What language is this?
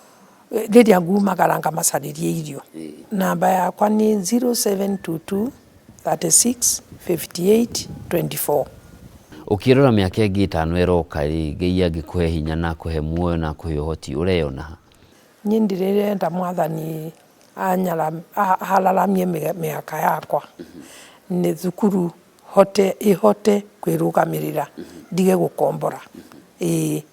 Kikuyu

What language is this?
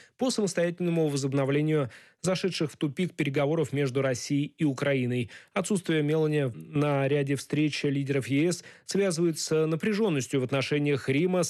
Russian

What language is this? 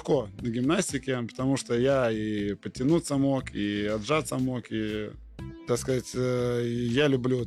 Russian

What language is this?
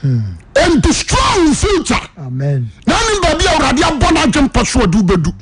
Akan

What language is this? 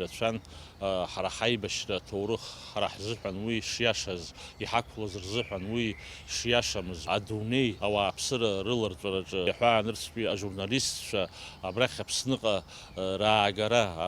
Abkhazian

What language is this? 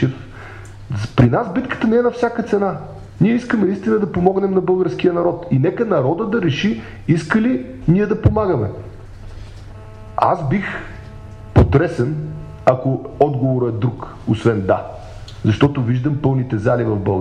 Bulgarian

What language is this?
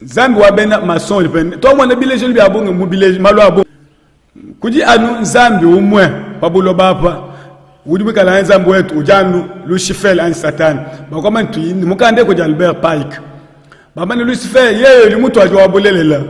Luba-Lulua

